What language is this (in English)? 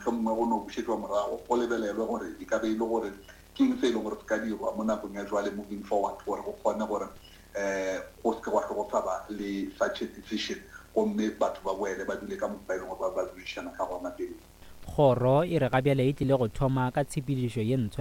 Northern Sotho